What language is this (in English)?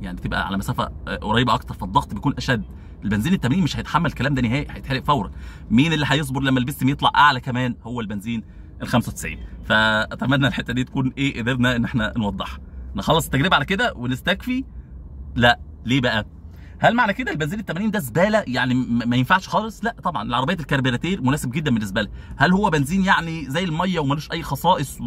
Egyptian Arabic